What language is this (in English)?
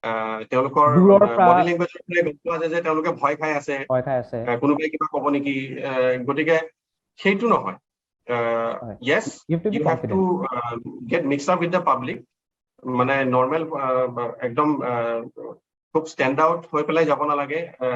Assamese